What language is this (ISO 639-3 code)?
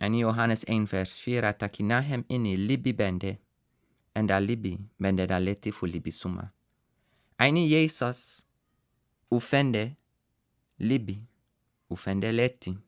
srn